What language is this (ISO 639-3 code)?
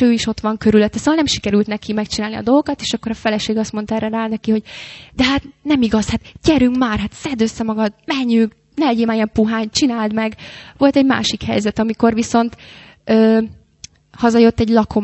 hun